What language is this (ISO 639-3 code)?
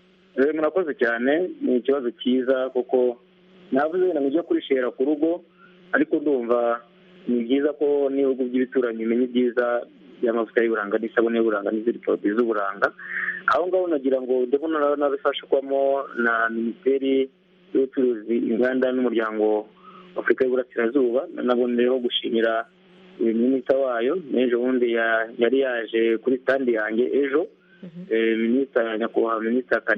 kin